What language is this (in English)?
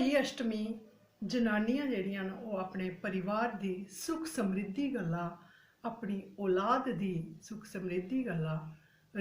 Dogri